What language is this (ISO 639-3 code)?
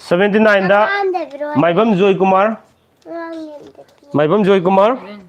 mni